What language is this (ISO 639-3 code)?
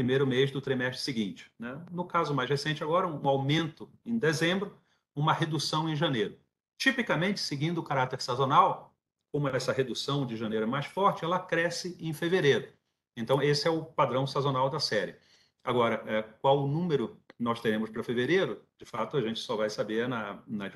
por